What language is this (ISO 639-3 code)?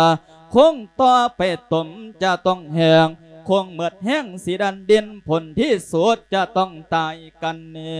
lao